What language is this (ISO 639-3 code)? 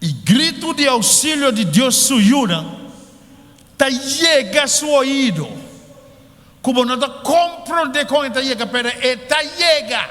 pap